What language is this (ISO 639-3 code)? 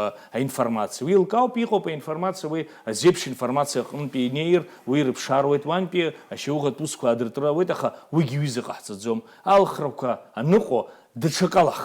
abk